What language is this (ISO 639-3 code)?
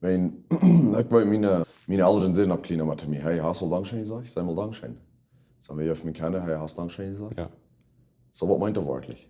pdt